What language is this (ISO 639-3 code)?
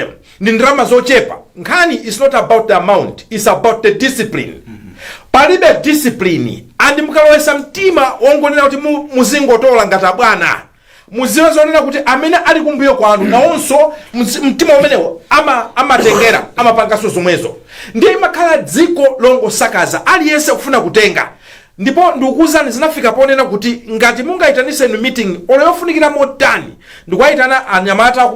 nya